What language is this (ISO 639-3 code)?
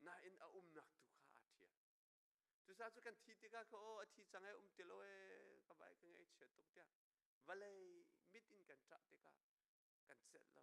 cnh